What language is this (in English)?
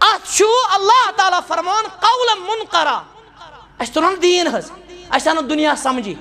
Kashmiri